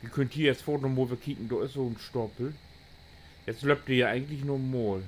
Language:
Low German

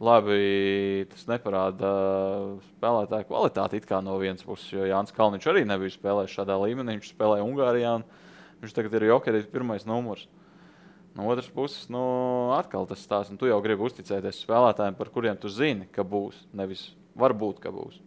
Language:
Latvian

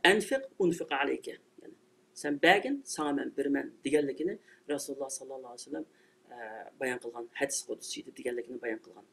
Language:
Uyghur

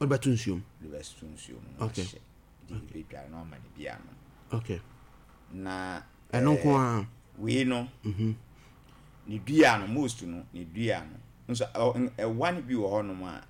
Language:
Akan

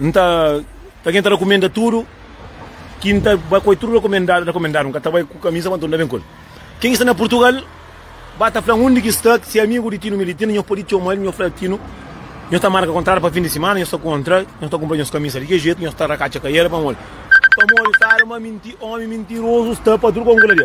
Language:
Kabuverdianu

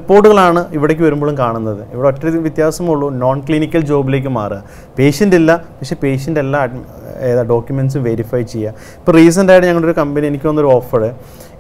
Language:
Malayalam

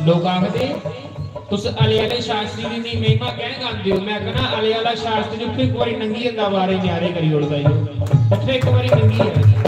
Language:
Dogri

